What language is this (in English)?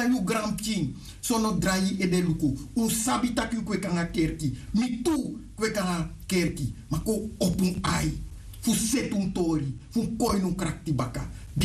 Sranan Tongo